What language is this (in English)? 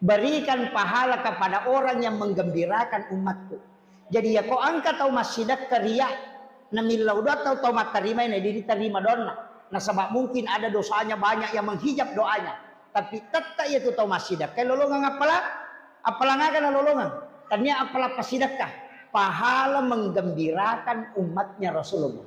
Buginese